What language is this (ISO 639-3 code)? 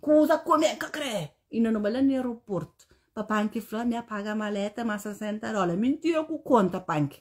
kea